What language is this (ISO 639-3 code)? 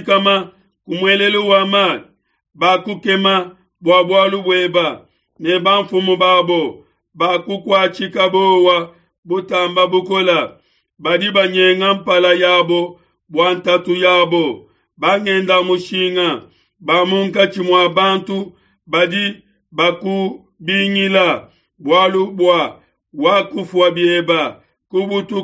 lua